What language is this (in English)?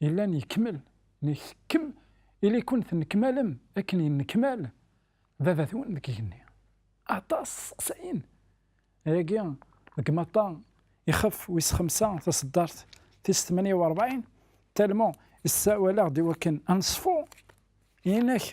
Kabyle